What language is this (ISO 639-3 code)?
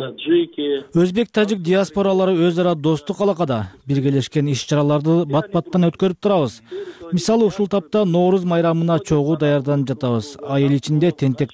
kir